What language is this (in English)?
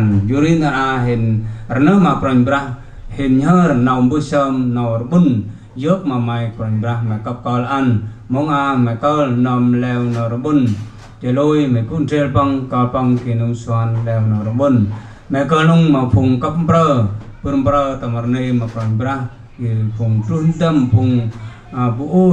Central Mnong